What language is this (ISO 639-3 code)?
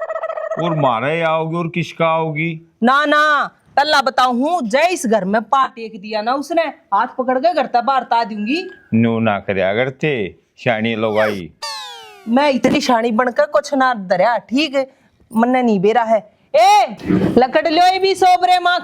bgc